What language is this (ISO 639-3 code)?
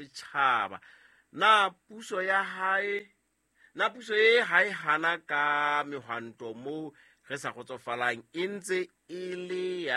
sot